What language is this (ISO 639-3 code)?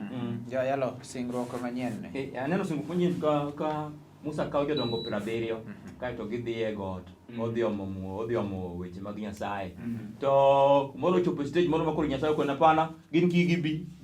luo